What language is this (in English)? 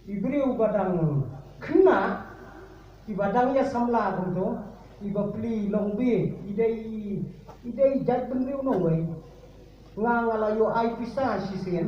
Khasi